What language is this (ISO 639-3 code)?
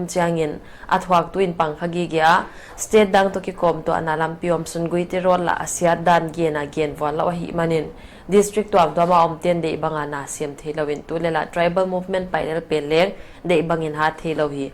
pck